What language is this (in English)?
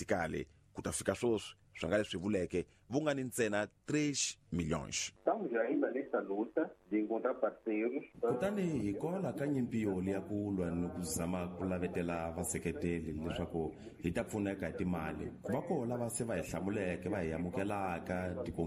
Tsonga